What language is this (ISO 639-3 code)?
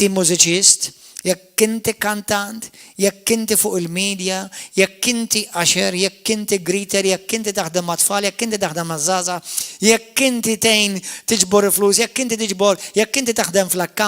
mlt